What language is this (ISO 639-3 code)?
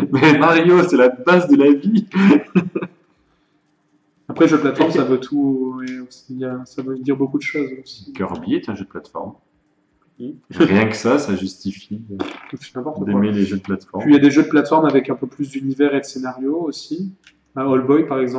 fra